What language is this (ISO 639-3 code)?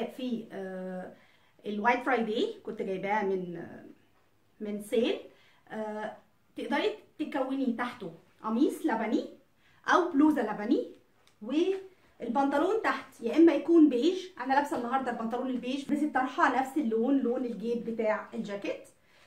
arz